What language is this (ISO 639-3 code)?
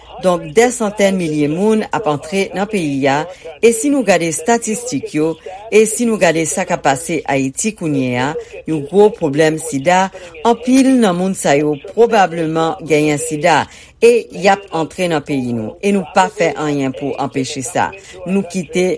hat